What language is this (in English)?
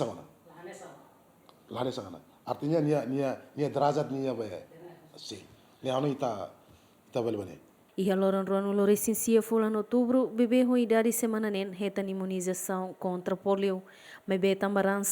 Tetum